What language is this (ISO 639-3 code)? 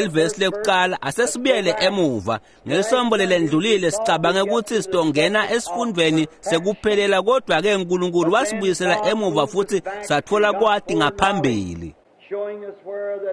ssw